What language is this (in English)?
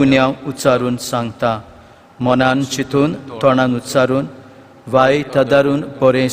Konkani